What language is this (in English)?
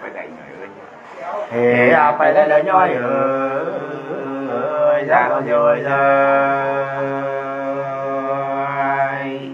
Nung (Viet Nam)